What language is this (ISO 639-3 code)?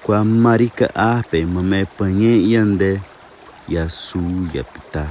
yrl